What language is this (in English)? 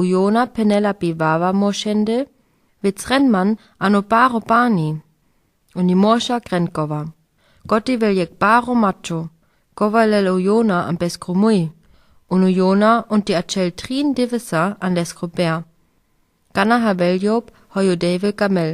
Sinte Romani